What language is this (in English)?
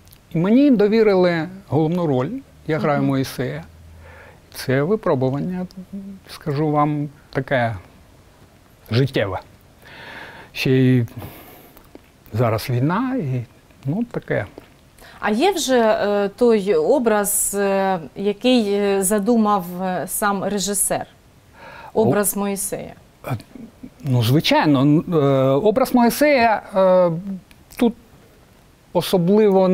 Ukrainian